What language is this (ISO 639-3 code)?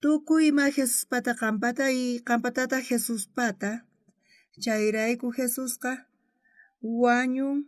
quh